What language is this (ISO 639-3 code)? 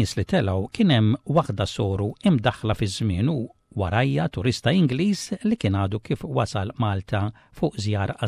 mlt